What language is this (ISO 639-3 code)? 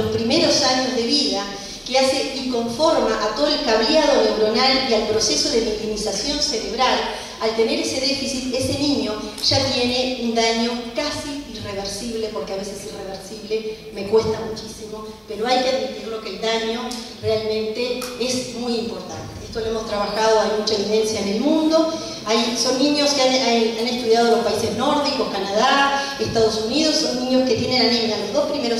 spa